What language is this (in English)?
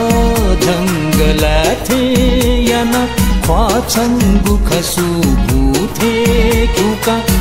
Newari